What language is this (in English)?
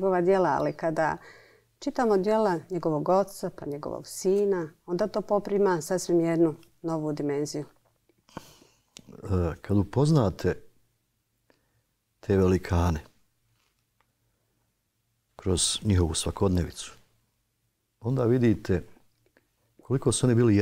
Bosnian